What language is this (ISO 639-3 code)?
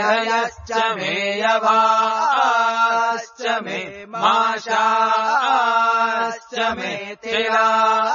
san